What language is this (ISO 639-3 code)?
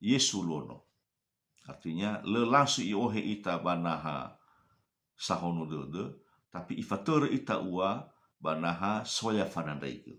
nia